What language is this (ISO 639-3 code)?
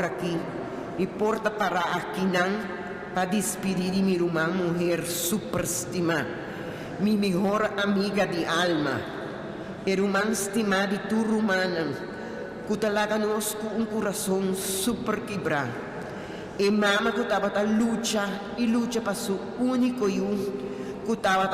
pap